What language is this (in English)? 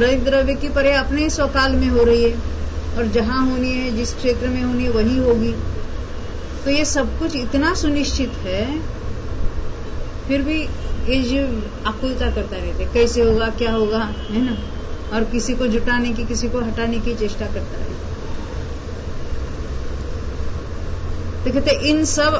Hindi